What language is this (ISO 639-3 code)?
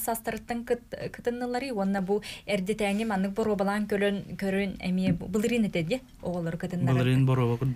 sah